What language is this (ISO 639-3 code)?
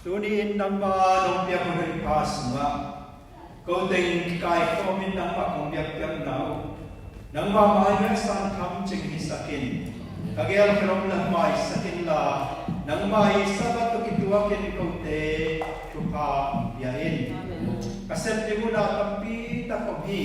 ctd